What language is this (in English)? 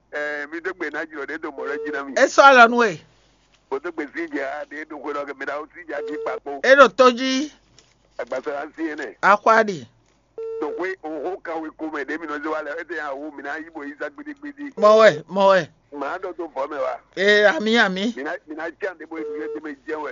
Fon